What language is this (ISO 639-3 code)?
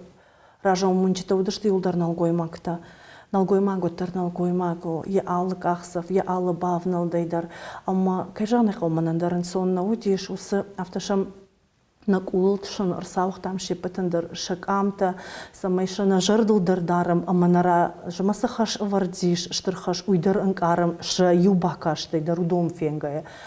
oss